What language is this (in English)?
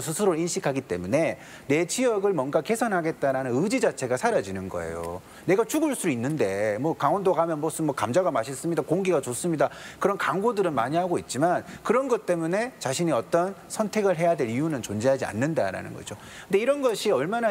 Korean